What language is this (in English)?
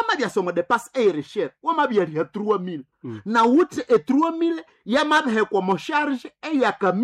Nande